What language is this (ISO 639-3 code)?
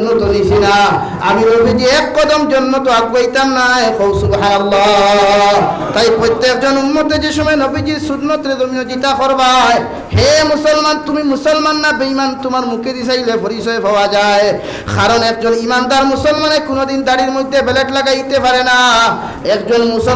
syl